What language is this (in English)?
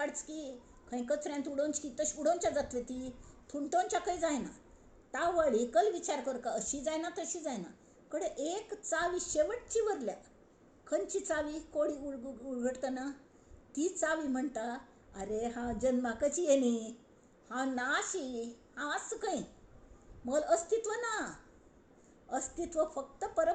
Konkani